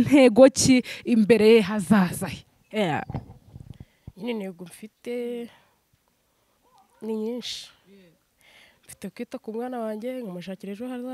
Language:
Kinyarwanda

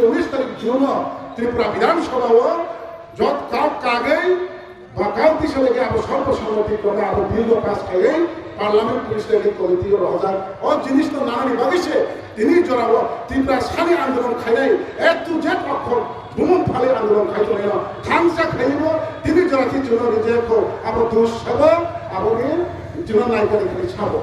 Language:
Kok Borok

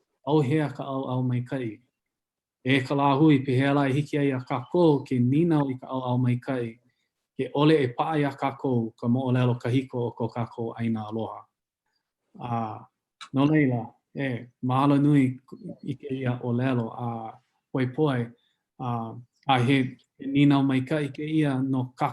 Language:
Hawaiian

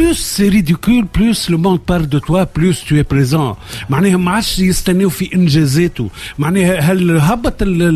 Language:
Tunisian Arabic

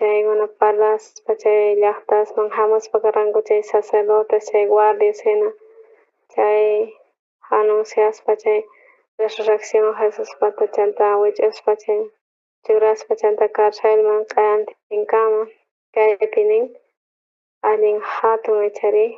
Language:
South Bolivian Quechua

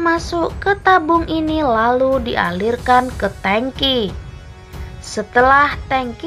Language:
Indonesian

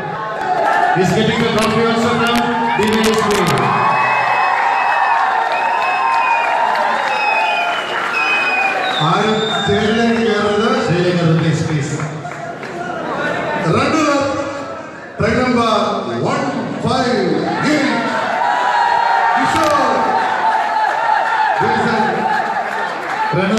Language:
Malayalam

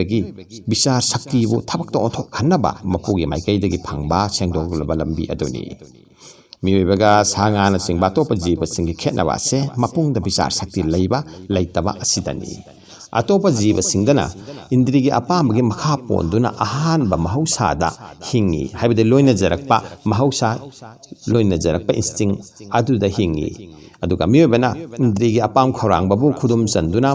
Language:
Manipuri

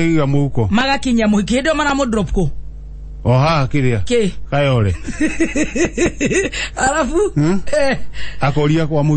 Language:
Kikuyu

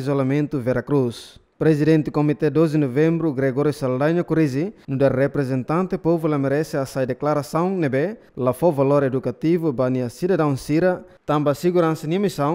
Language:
Tetum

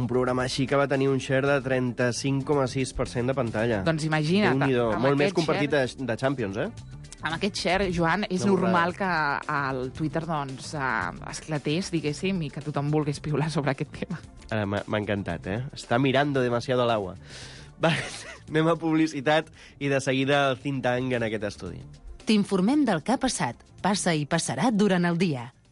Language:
Catalan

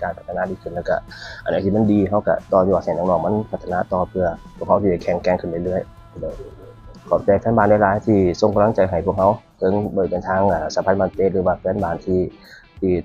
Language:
Lao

